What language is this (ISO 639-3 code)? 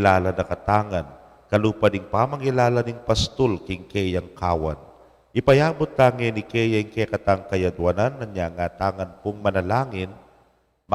pam